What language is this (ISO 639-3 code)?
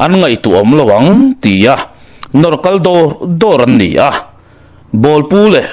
lus